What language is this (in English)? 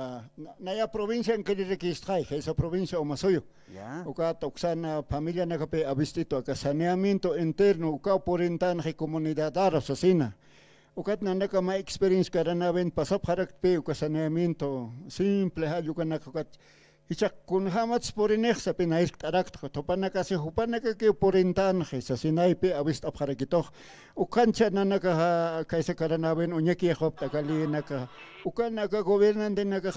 Aymara